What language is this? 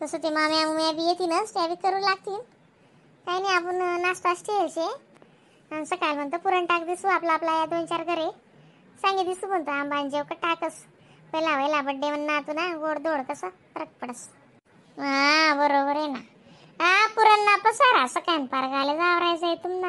Khandesi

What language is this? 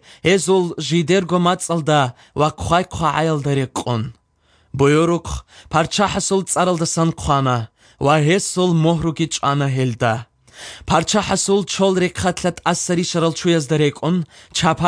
Georgian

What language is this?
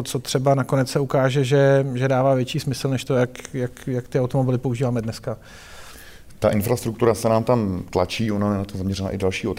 Czech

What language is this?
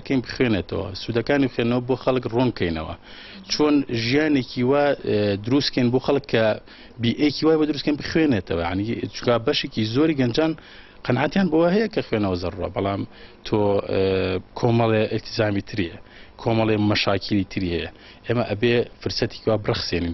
Central Kurdish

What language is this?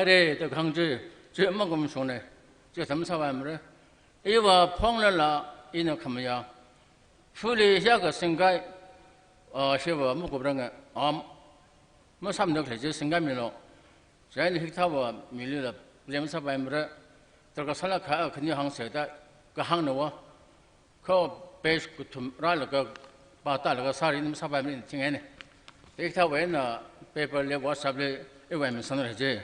Tangkhul Naga (India)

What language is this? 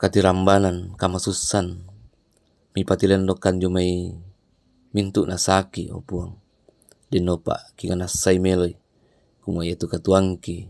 Toraja-Sa'dan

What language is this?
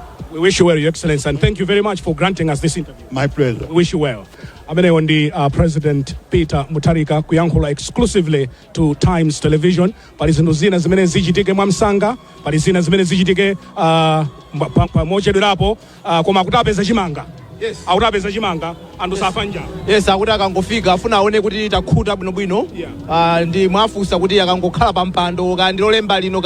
Nyanja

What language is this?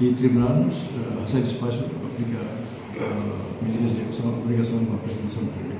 Tetum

